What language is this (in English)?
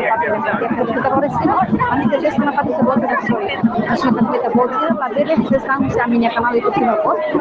Tetum